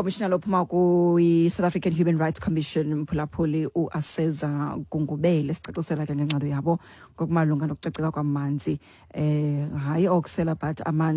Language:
Xhosa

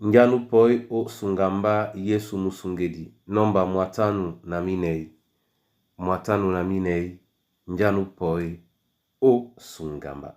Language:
Duala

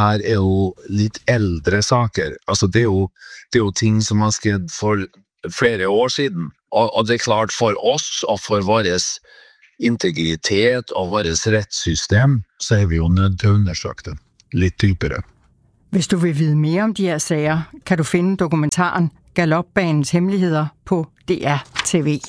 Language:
Danish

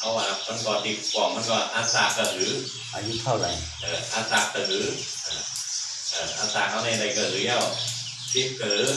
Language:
Shan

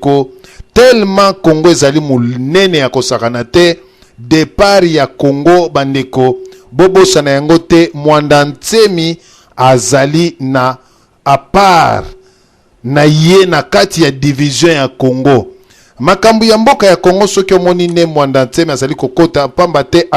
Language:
Lingala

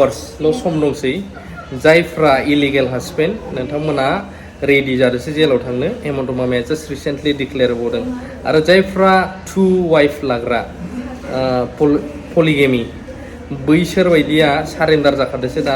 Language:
Bodo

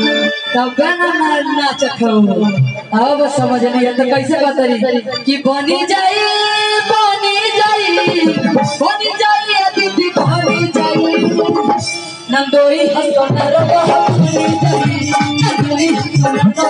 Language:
Bhojpuri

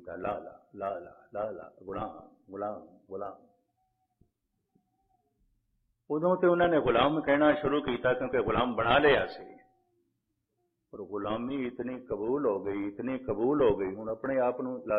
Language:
Punjabi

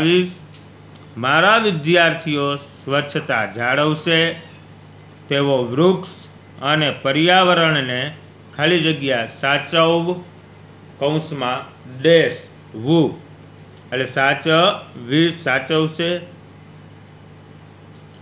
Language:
Gujarati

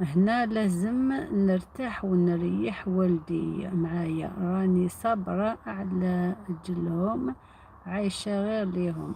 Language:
Algerian Arabic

